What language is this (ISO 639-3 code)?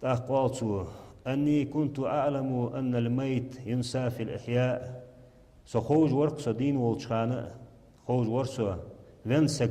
inh